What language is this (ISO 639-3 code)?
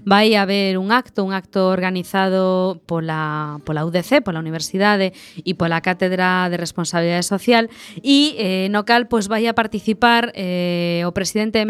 glg